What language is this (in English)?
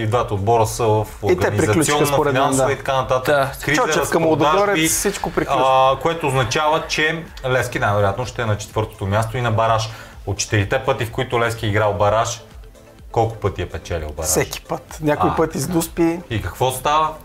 Bulgarian